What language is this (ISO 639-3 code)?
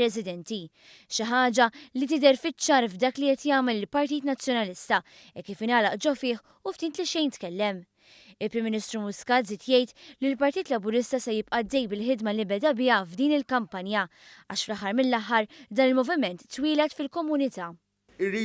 mlt